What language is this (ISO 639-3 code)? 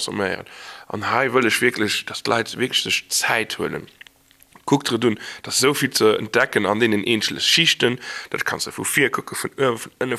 ltz